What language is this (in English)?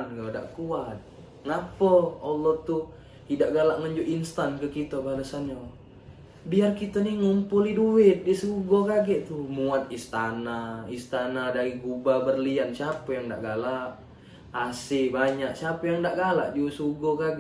Musi